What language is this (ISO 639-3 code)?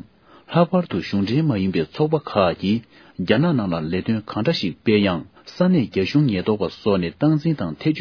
bod